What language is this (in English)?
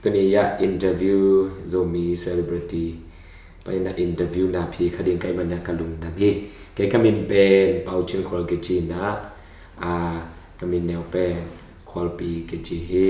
Tedim Chin